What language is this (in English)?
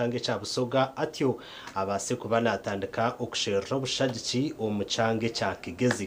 Nyankole